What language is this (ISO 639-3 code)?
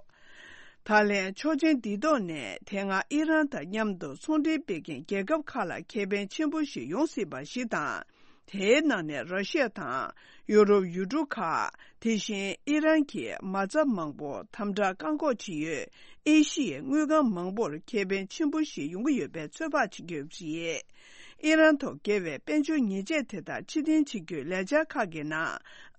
bod